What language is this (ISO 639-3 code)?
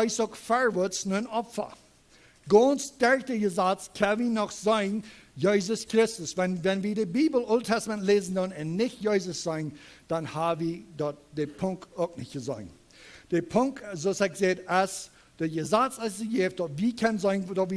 pdt